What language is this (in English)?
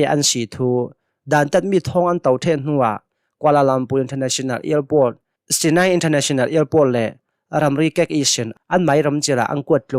Hakha Chin